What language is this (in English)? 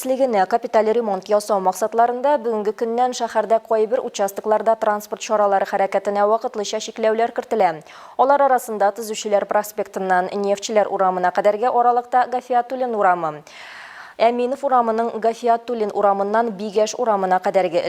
Tatar